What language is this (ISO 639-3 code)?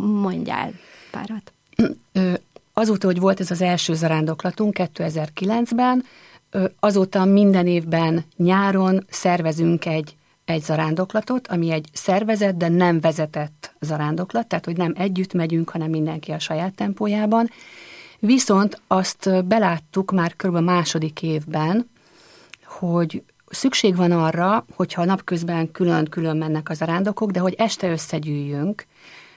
hun